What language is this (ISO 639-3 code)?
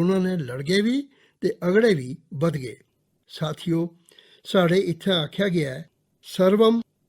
doi